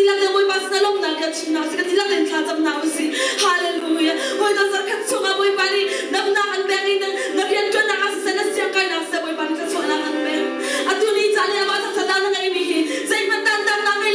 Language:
Hakha Chin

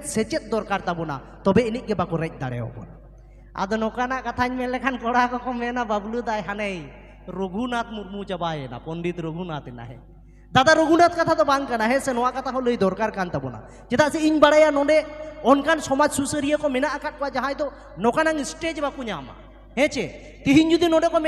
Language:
Santali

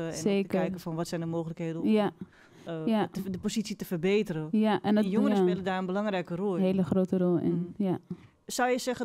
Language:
Dutch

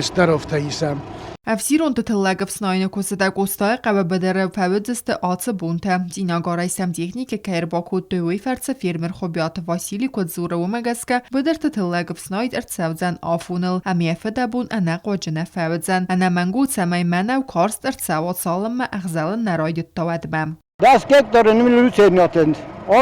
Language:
Ossetic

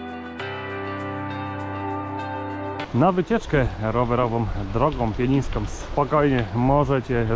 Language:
Polish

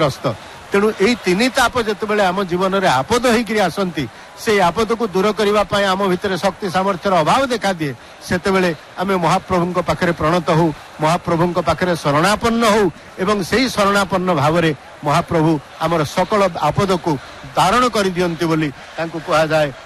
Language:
Odia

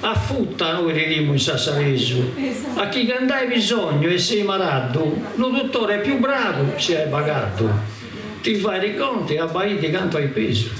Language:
Sardinian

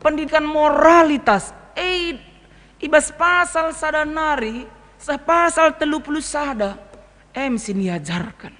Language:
Batak Karo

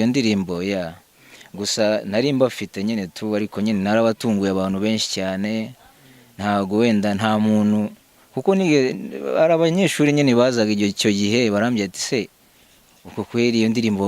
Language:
Kinyarwanda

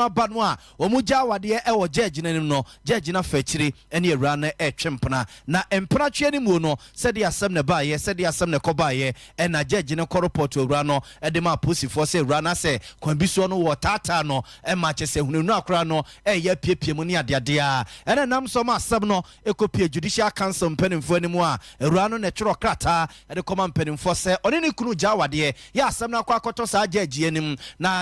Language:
Akan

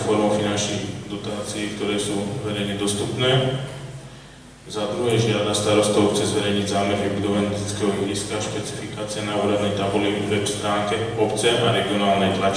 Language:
Slovak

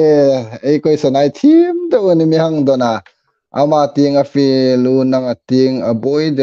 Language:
Hmar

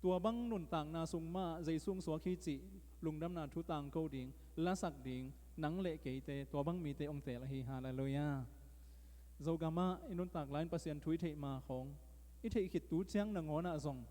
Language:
Tedim Chin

